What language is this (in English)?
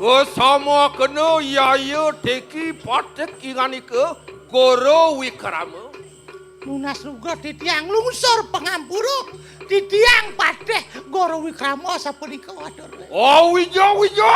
Balinese